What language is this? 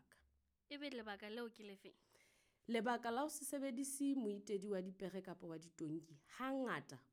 Southern Sotho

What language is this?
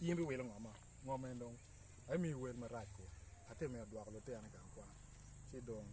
Acoli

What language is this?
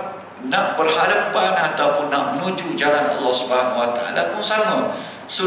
Malay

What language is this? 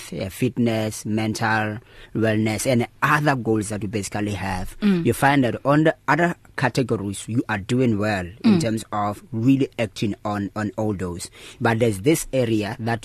English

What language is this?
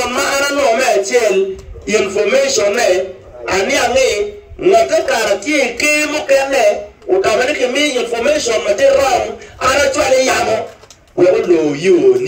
Acoli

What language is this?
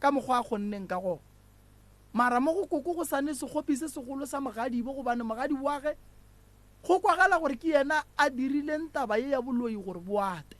Northern Sotho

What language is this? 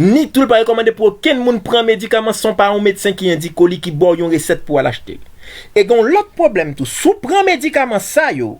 Haitian Creole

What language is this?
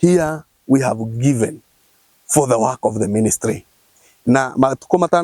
Kikuyu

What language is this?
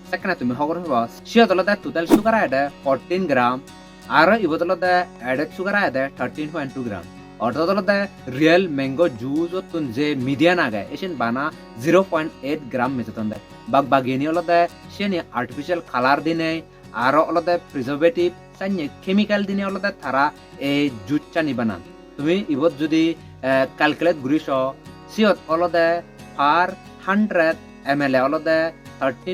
Chakma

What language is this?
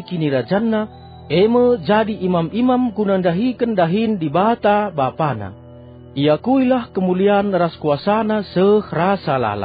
Batak Karo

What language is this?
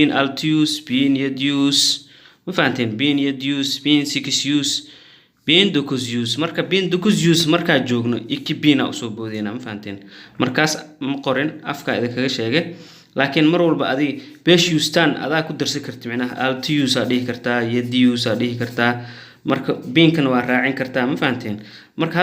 Somali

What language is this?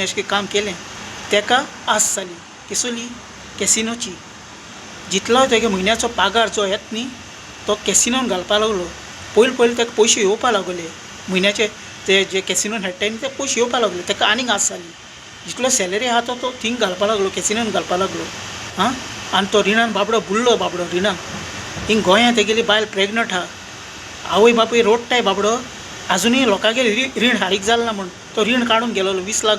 Konkani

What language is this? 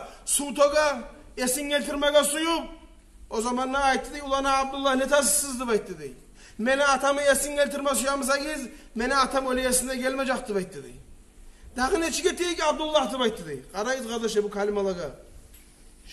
Kumyk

